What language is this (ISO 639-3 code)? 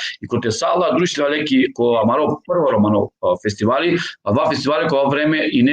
rmn